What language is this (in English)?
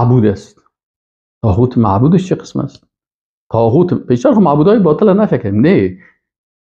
Persian